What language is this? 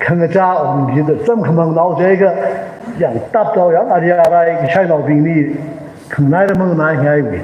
Tangkhul Naga (India)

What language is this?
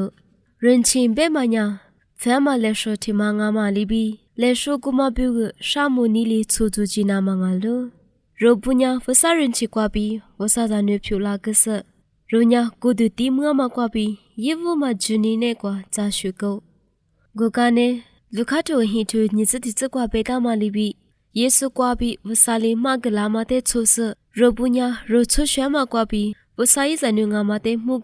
Lisu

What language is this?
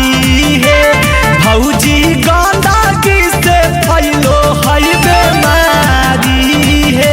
Magahi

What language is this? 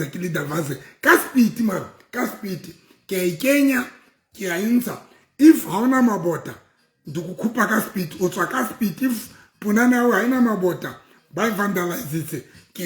Southern Sotho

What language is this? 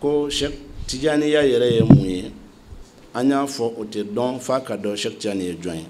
Bambara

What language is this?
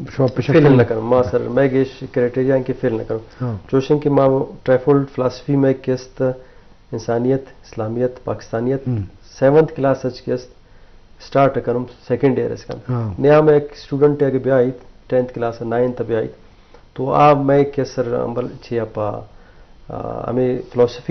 Eastern Balochi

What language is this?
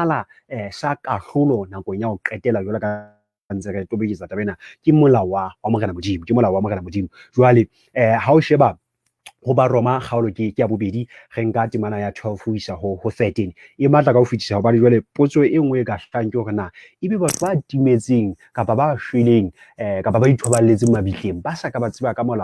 Southern Sotho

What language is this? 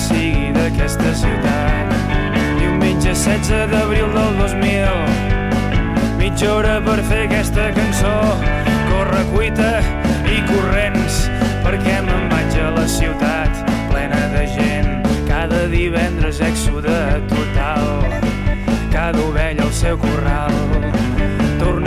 Catalan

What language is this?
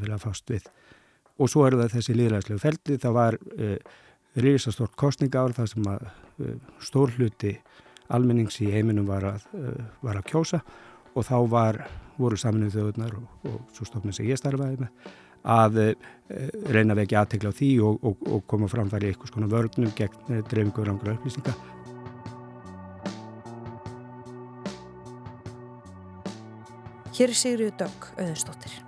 Icelandic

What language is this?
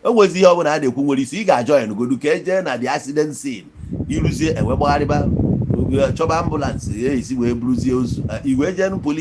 Igbo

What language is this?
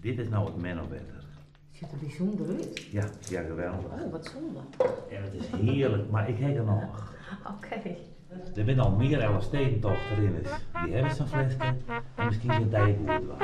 Western Frisian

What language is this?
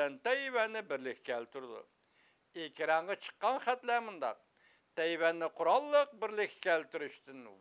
Uyghur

